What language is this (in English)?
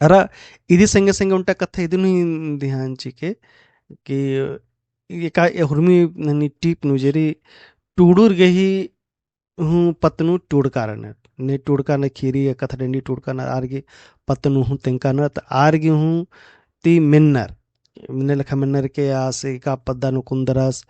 Kurukh